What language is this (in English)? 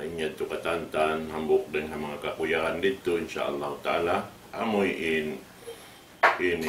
Tausug